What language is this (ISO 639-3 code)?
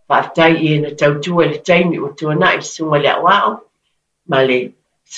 smo